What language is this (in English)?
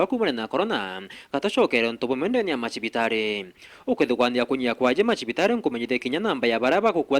Meru